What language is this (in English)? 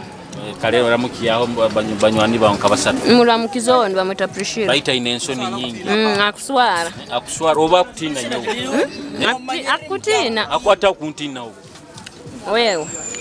Nyoro